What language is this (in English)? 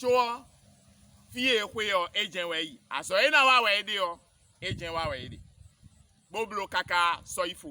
Fon